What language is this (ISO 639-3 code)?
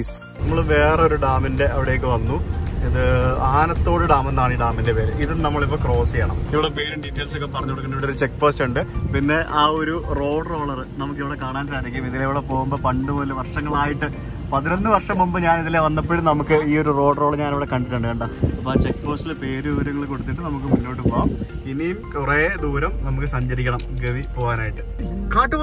mal